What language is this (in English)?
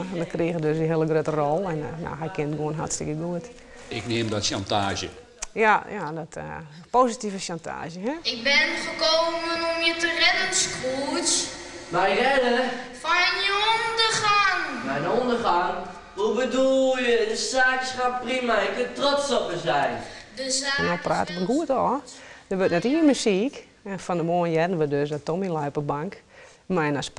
Western Frisian